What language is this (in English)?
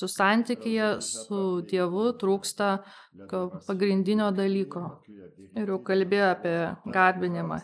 Lithuanian